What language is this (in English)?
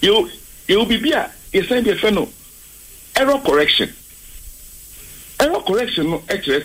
English